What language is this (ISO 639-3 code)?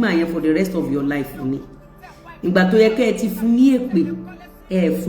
yor